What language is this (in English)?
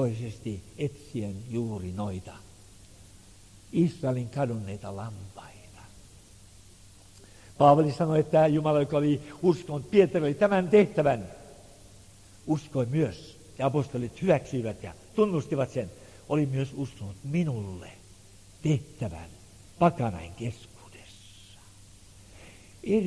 Finnish